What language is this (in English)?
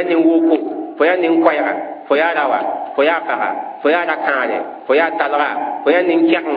Mossi